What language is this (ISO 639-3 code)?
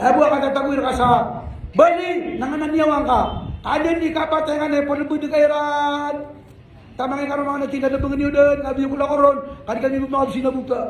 mrw